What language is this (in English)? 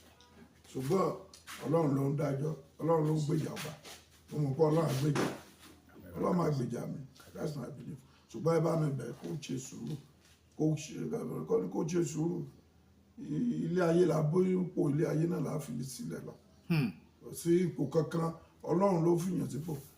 Yoruba